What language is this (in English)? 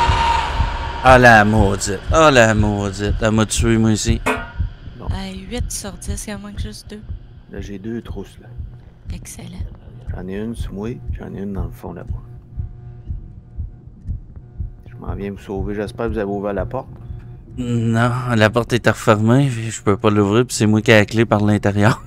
French